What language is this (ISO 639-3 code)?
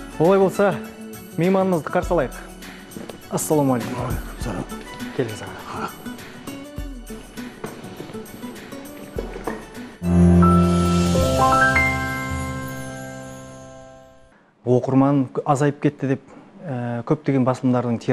kaz